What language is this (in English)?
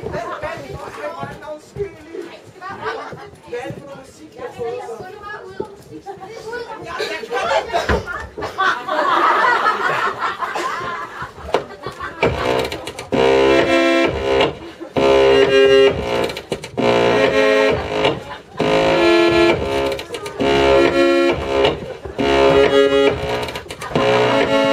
Danish